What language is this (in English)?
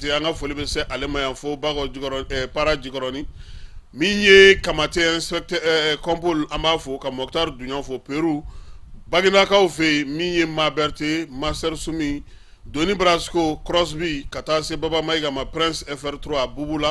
Bambara